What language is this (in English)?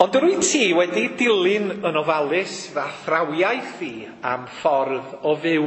Welsh